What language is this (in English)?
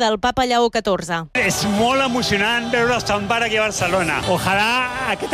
Catalan